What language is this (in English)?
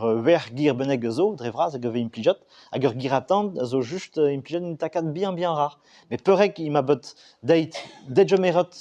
Breton